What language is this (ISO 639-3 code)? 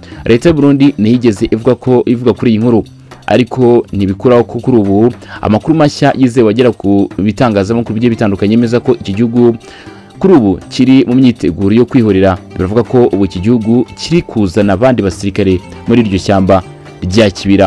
kin